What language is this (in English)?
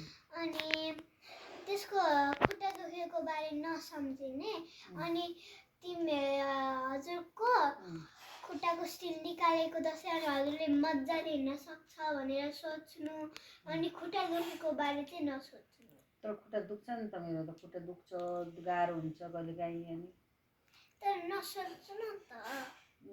Nepali